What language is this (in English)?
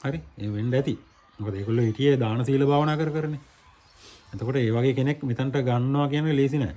Sinhala